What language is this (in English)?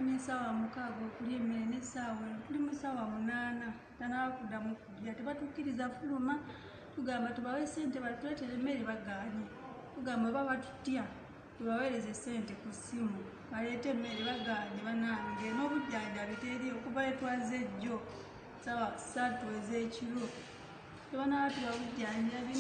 Ganda